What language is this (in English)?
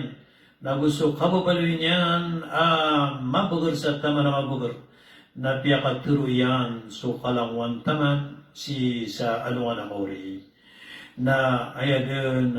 Maranao